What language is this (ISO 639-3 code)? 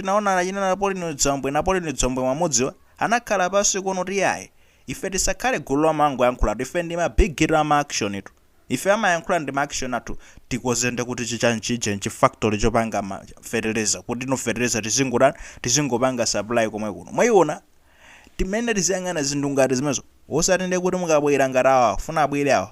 nya